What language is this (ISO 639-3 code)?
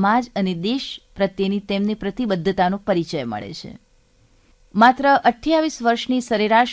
guj